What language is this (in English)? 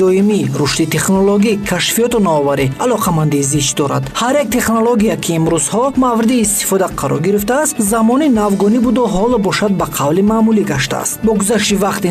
Tajik